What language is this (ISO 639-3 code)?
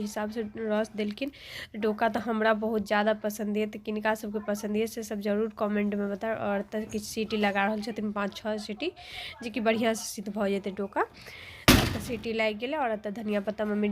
mai